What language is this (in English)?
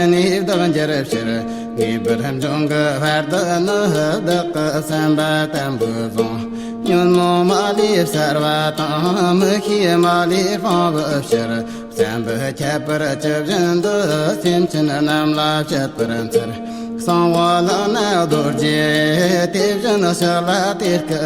Tibetan